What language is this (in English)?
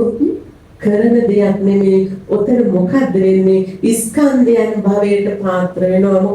Sinhala